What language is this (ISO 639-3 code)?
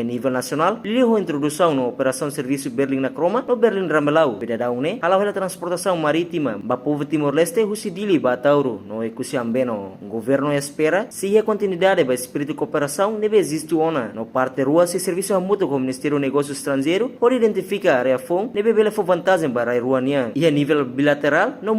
tet